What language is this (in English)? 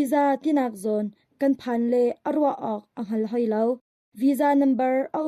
Hakha Chin